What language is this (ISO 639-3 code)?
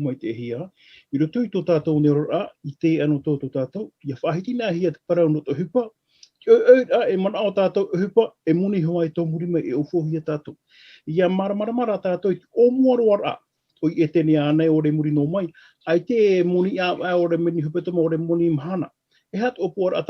tah